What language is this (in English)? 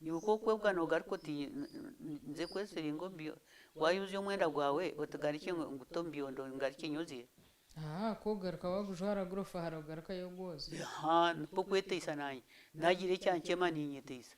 Nyankole